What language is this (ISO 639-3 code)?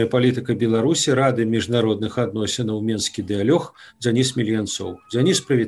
bel